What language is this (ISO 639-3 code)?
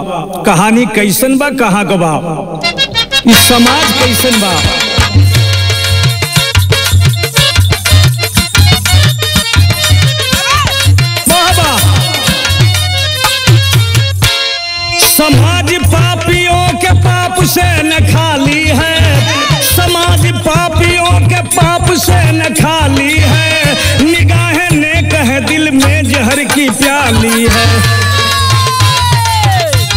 bho